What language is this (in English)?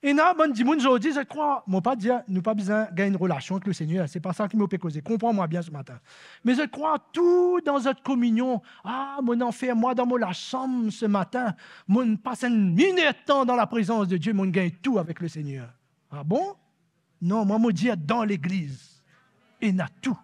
Morisyen